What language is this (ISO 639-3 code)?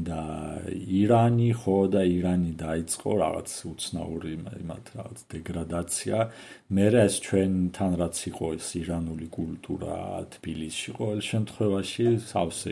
kat